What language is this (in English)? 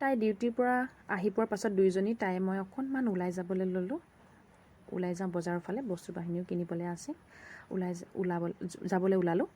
Assamese